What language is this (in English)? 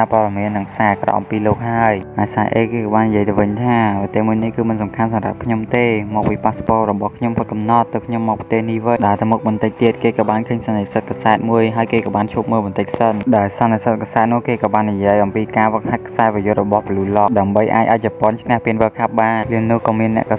Khmer